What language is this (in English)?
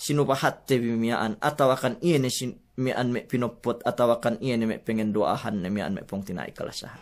Yakan